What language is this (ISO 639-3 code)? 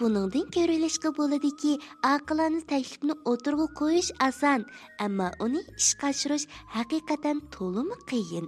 uig